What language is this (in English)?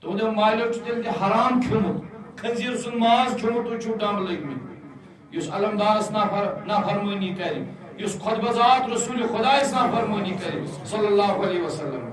Kashmiri